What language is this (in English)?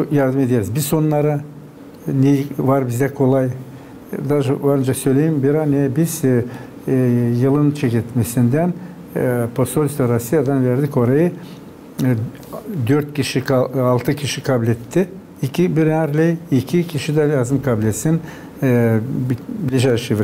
Gagauz